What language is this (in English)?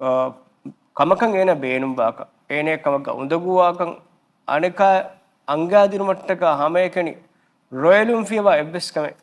Divehi